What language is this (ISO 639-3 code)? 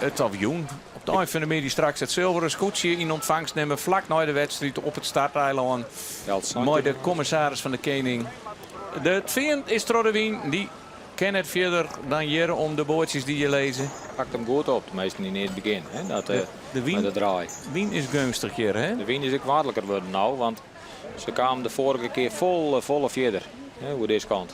fry